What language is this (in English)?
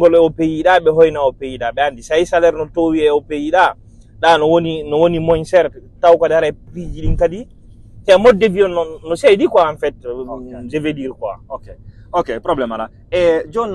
Fula